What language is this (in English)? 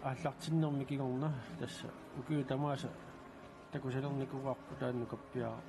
Kalaallisut